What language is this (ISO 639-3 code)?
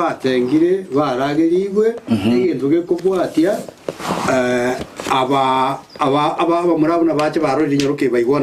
guz